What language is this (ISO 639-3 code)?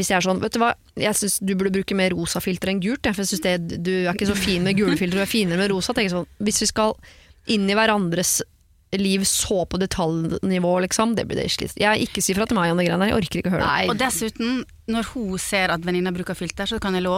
nor